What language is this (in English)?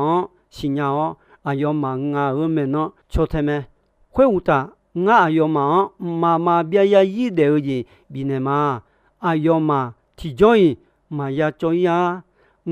Akha